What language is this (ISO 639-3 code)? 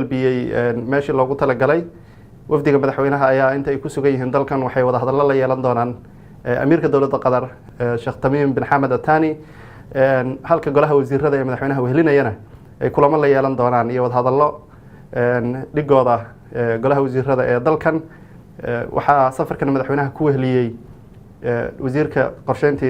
som